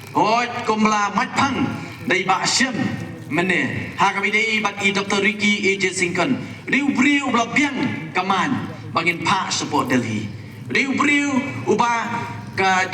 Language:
Khasi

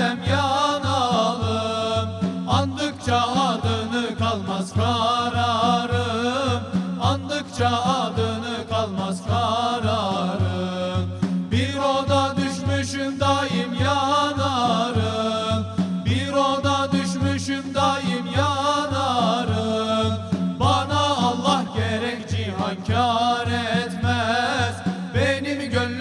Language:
Turkish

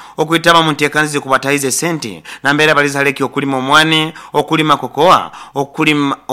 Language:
Nyoro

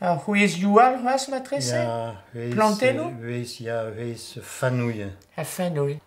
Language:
Breton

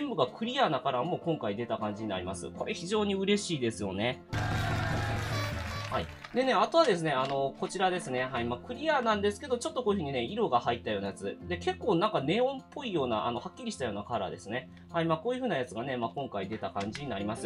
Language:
Japanese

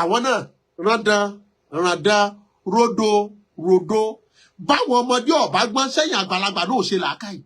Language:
Yoruba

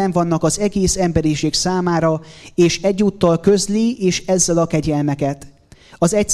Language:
Hungarian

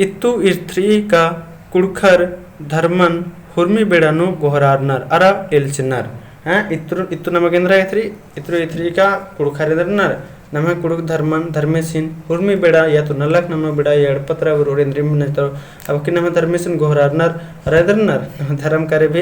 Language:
Kurukh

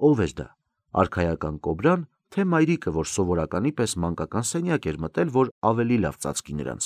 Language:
Armenian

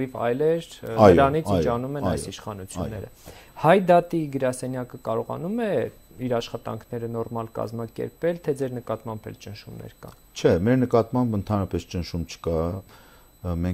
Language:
Armenian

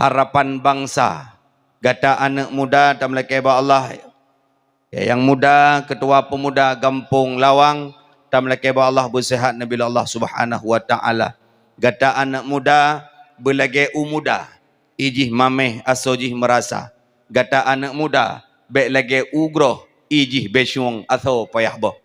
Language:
Achinese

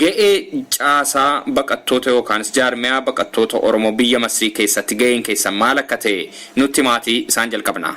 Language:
Oromo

